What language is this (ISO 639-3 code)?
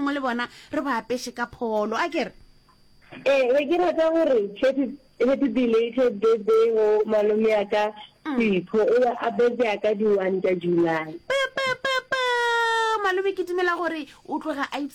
nso